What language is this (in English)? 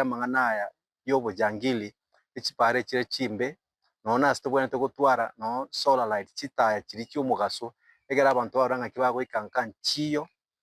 Gusii